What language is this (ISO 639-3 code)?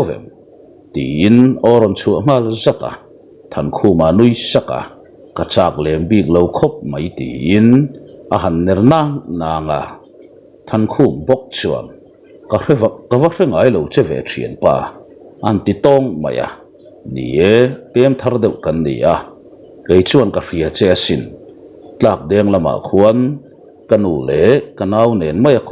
lus